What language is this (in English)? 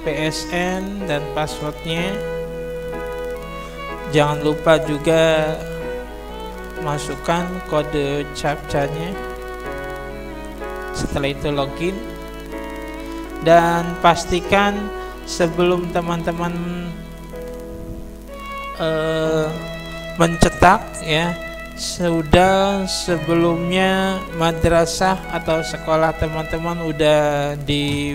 Indonesian